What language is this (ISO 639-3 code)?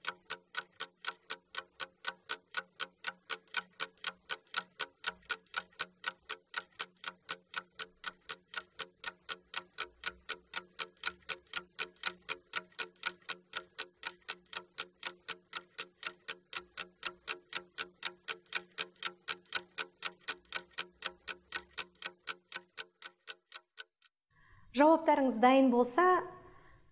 kaz